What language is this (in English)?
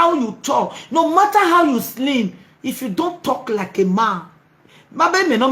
Nigerian Pidgin